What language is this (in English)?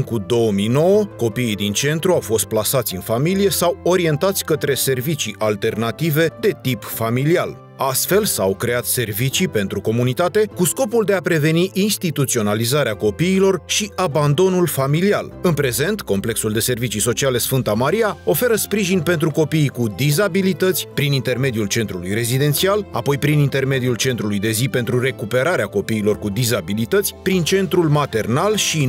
Romanian